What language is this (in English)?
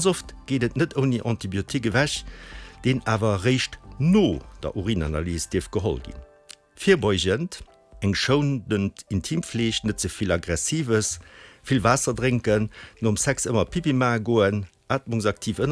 Luxembourgish